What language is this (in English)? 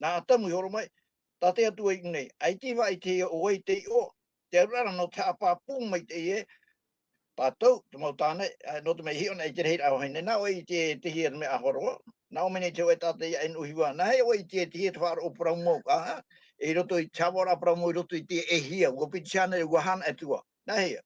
Tahitian